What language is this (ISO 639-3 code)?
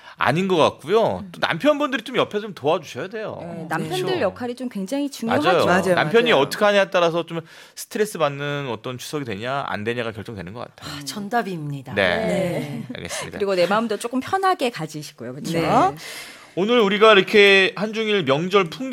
kor